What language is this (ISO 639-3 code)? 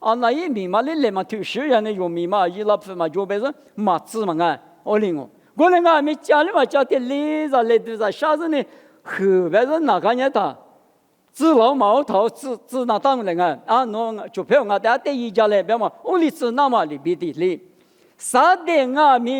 lis